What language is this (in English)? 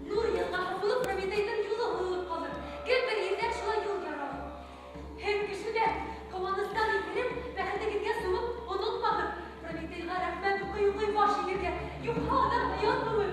Bashkir